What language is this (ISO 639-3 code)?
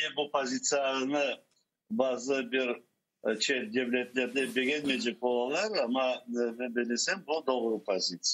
crh